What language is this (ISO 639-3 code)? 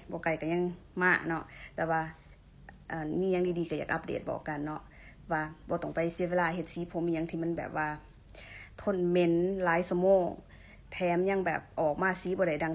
lao